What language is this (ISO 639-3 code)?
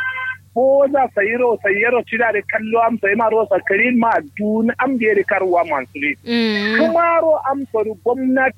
kau